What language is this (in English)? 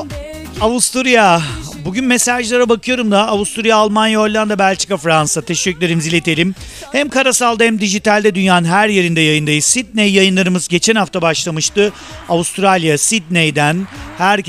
Turkish